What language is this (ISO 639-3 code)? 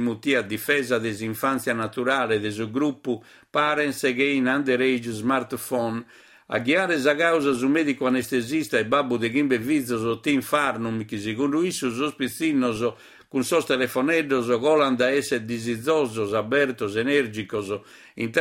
srd